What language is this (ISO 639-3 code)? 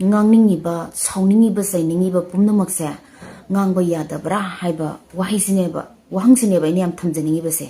mni